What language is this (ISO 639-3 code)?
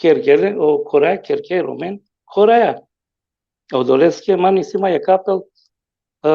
rmn